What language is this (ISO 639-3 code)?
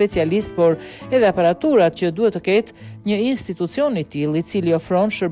sqi